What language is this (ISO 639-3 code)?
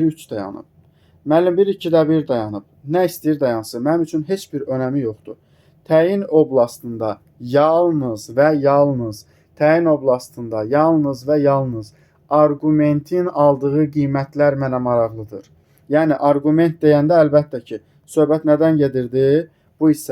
aze